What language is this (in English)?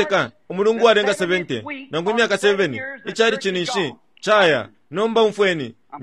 Bemba